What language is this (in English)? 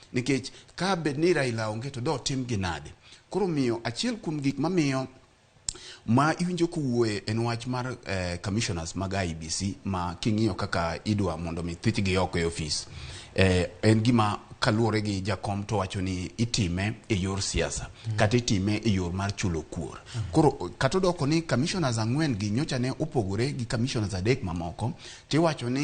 Luo (Kenya and Tanzania)